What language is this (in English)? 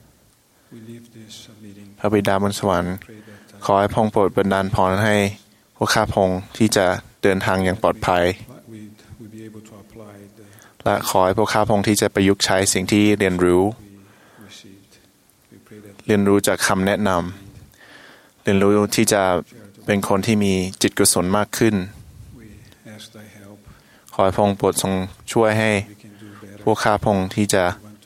Thai